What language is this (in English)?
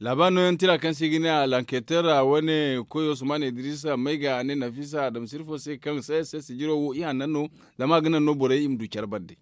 Zarma